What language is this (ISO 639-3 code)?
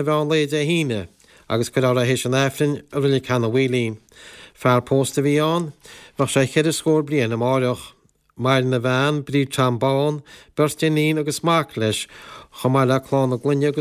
gle